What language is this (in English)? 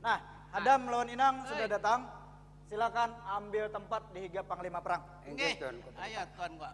Banjar